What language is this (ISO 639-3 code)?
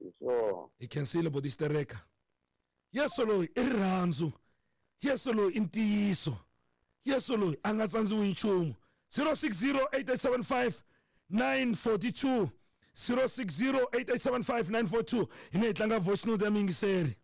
tso